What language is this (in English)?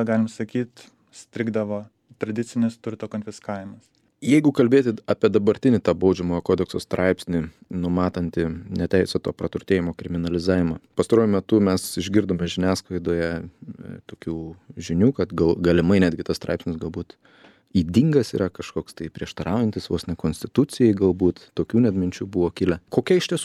Lithuanian